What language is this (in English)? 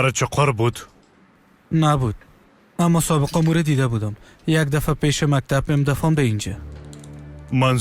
Tajik